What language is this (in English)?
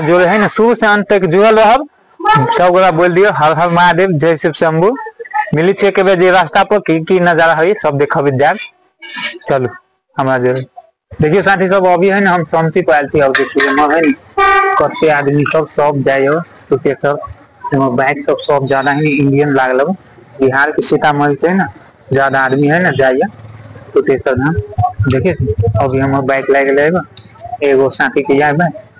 Maithili